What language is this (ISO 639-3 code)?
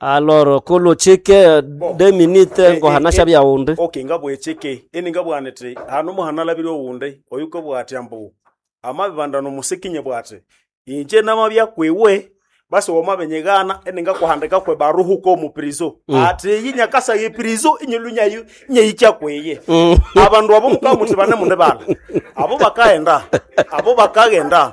nnb